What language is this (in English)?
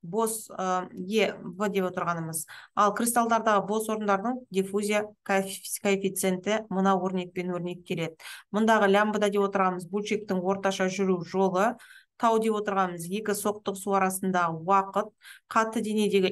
Kazakh